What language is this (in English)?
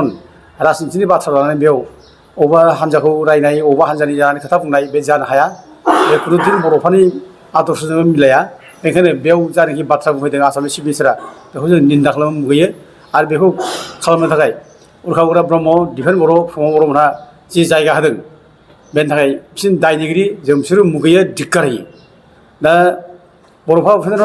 Bodo